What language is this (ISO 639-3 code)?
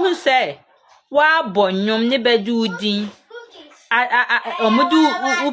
aka